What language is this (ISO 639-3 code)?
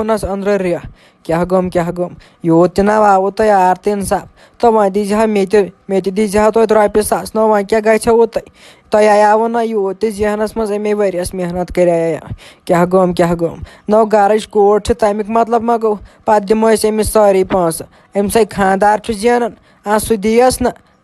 kas